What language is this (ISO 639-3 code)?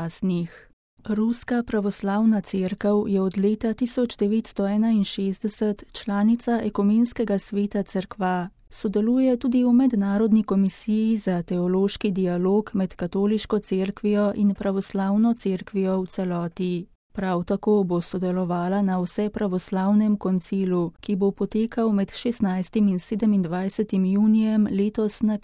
slv